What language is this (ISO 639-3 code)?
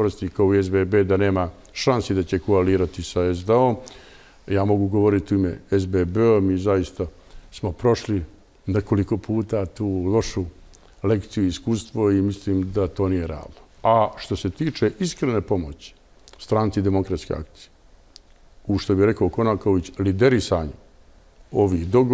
bos